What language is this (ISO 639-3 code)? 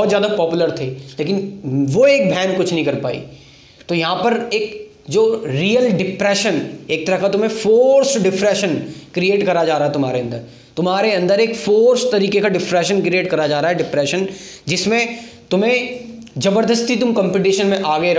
hin